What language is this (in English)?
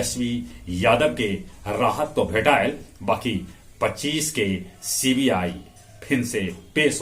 Magahi